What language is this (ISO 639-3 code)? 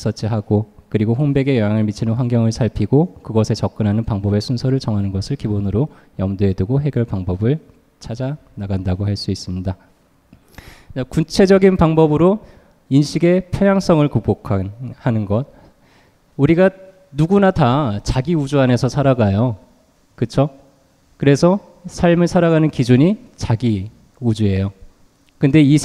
kor